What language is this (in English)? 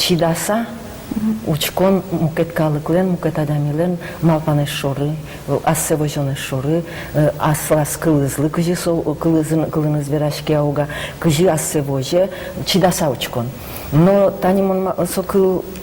Udmurt